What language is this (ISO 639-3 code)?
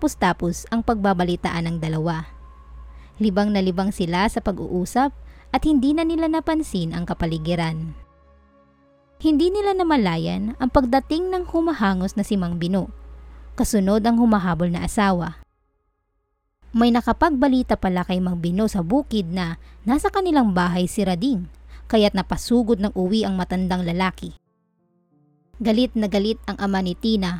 fil